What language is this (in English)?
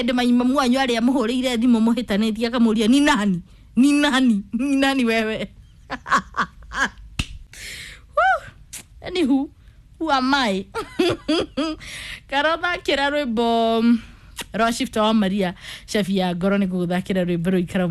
Kikuyu